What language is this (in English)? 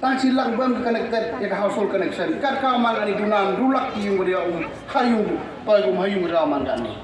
Khasi